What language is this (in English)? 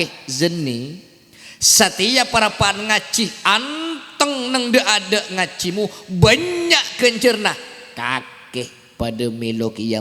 Madurese